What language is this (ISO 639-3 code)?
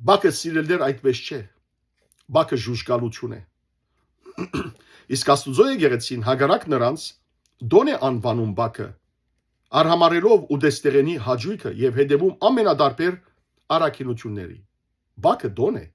hyw